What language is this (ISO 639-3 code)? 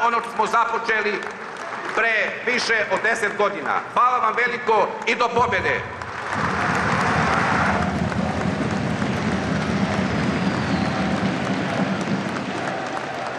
srp